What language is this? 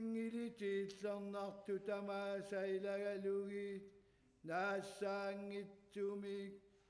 Kalaallisut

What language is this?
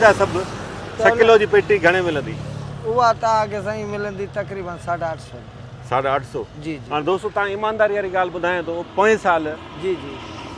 Sindhi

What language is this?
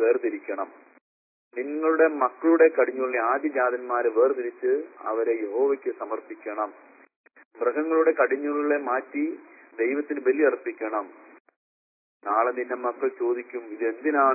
Malayalam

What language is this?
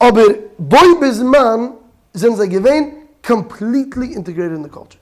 Yiddish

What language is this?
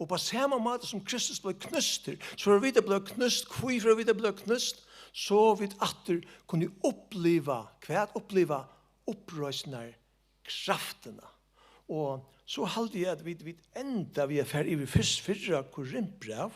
Faroese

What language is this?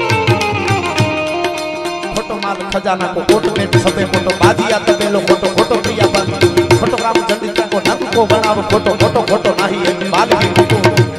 Gujarati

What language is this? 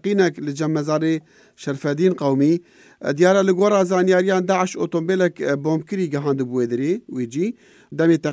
Kurdish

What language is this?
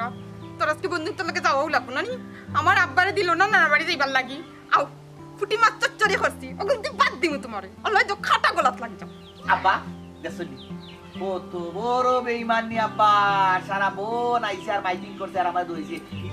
Sylheti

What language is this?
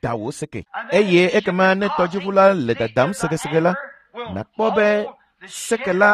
Ewe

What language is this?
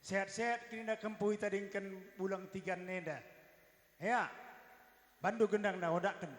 Batak Karo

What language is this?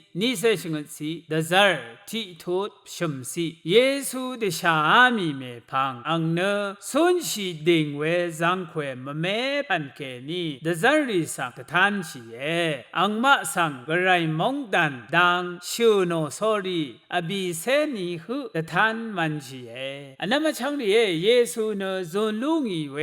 Rawang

